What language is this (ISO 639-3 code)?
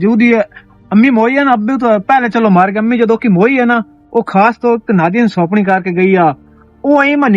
lah